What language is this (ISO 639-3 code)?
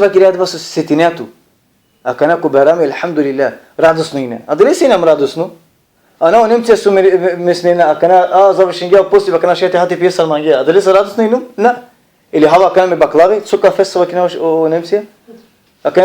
rmn